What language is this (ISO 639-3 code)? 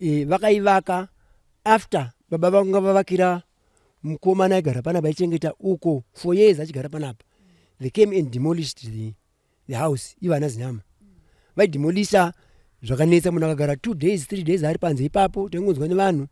sna